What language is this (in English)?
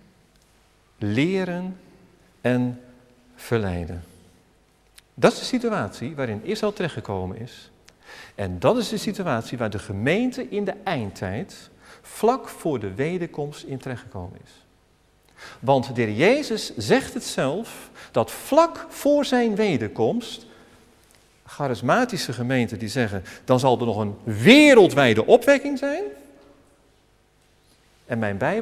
Dutch